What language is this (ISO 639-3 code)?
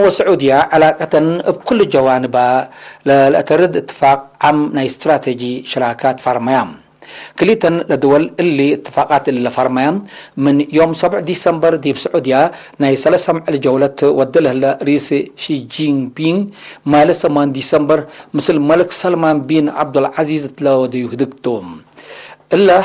tig